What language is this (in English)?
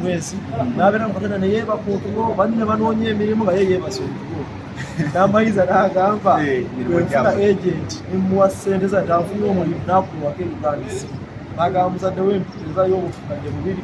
Ganda